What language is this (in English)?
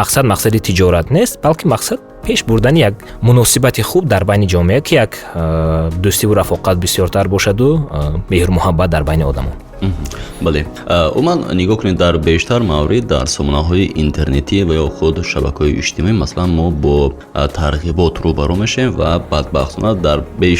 Tajik